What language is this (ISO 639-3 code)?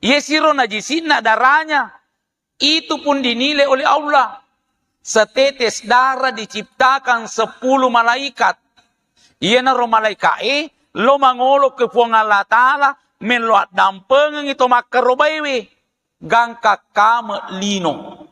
bug